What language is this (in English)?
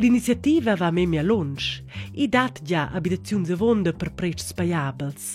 Romansh